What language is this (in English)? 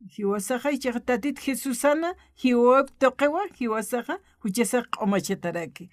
Aymara